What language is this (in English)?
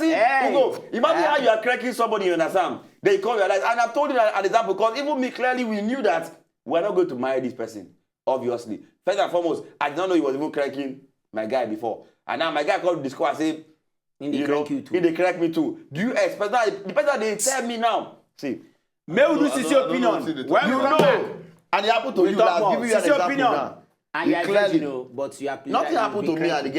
Nigerian Pidgin